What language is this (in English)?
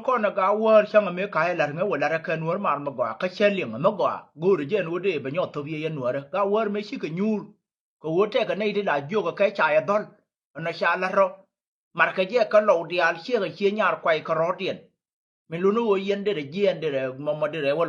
Nuer